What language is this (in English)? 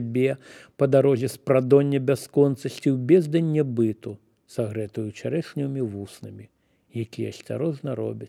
Belarusian